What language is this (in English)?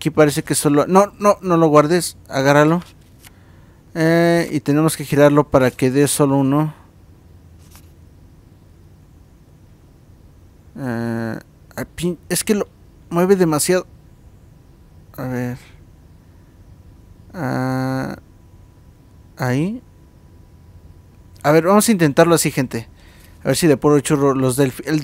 Spanish